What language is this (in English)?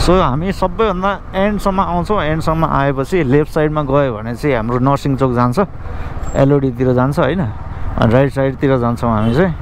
Nepali